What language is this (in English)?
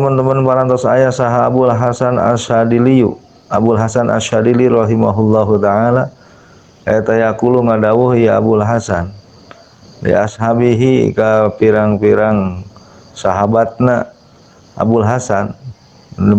Sundanese